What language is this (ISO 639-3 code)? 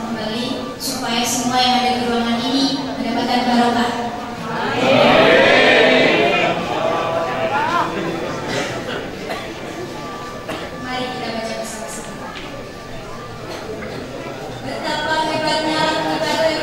ind